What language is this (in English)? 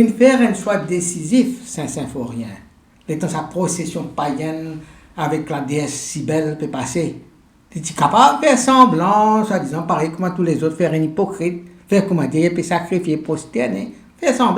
Morisyen